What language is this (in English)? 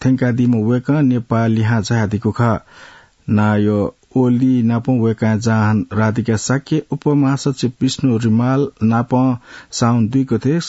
Newari